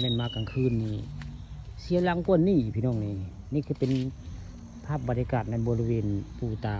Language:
Northeastern Thai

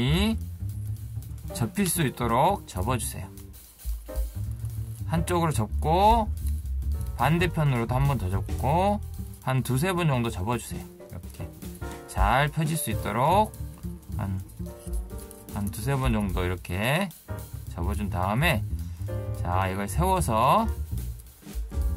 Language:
Korean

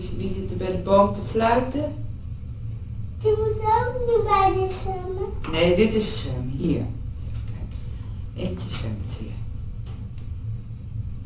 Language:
Dutch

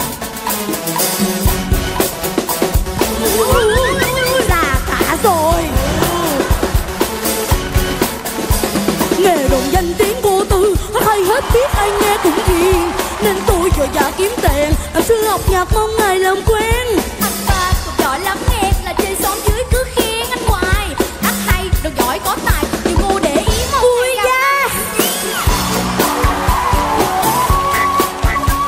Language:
Vietnamese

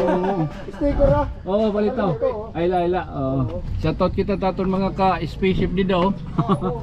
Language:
Waray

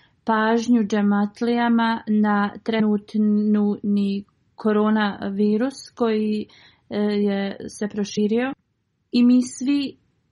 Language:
Bosnian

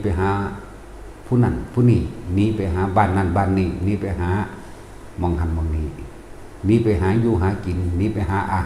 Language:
Northeastern Thai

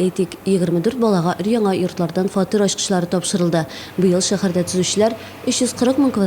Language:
Tatar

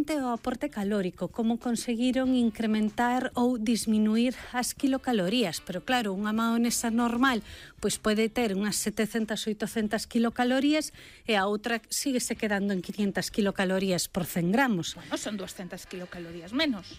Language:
Galician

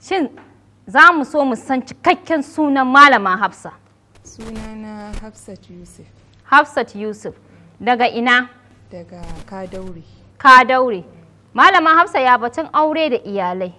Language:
Hausa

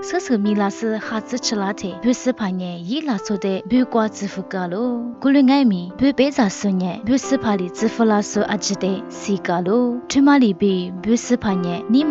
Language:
Lisu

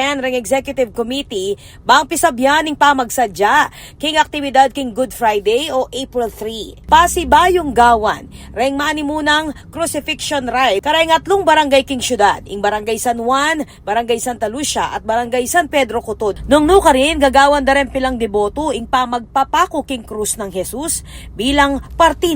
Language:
Pampanga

